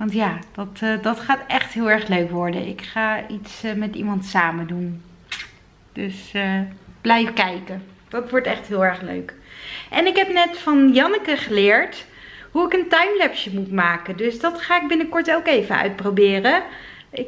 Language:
Dutch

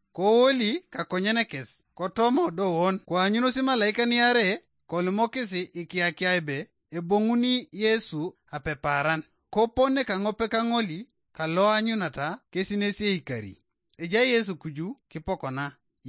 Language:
Teso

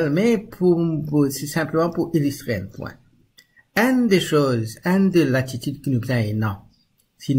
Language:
Morisyen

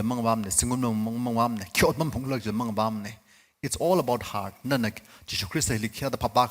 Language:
Tangkhul Naga (India)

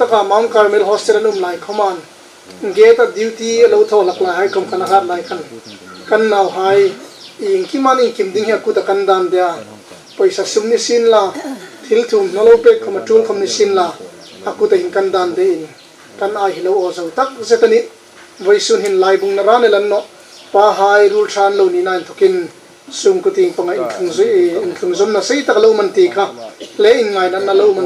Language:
Hmar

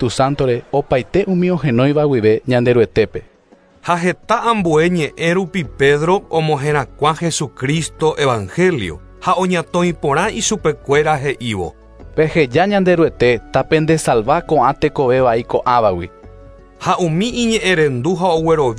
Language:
Guarani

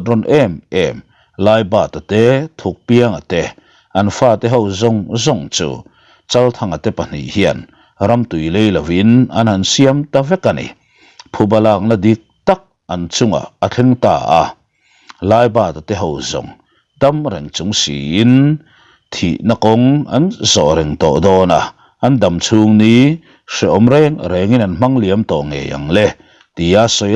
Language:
Mizo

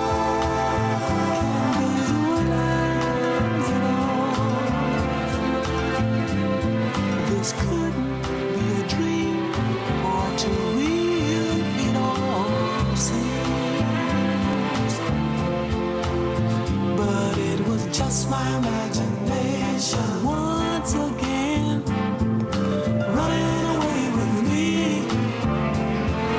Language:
English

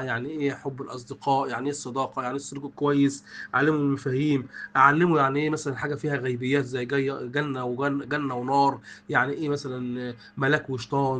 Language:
Egyptian Arabic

